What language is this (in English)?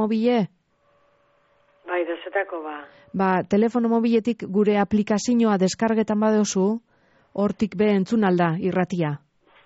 Basque